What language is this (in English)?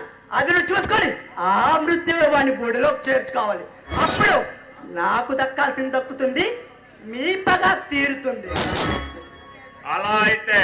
Telugu